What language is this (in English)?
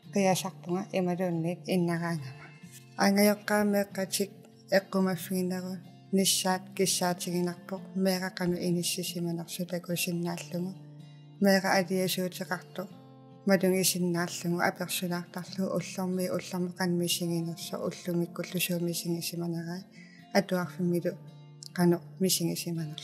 Kalaallisut